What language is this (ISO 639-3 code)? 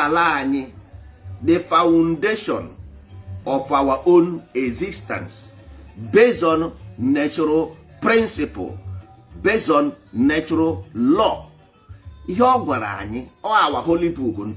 ibo